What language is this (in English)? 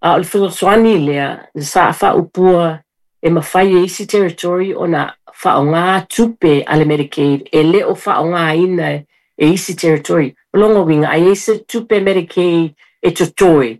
Samoan